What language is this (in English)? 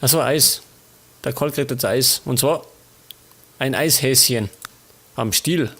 Bavarian